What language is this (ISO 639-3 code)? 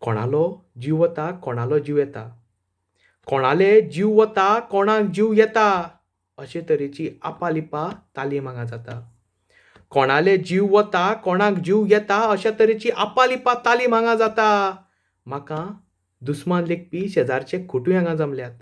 kok